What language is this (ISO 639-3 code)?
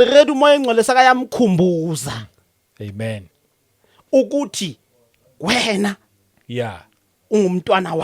zul